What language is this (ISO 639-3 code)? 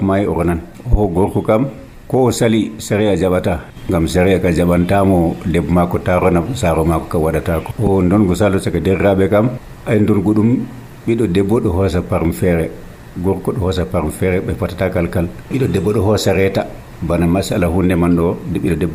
fuv